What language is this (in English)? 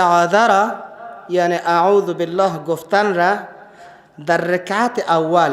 Persian